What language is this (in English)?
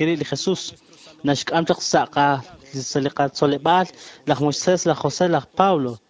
Kekchí